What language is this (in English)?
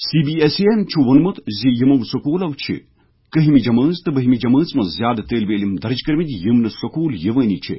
Kashmiri